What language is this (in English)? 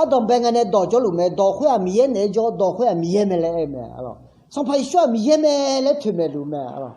Akha